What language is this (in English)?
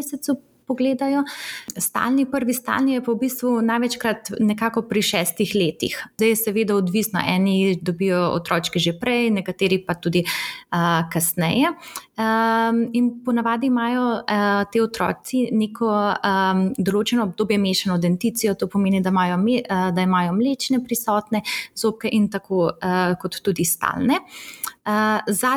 Slovenian